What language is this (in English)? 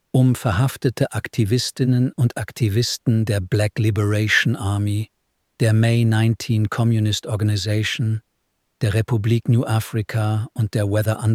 German